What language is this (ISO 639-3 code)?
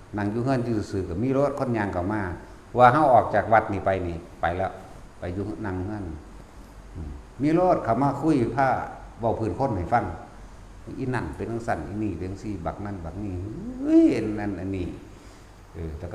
tts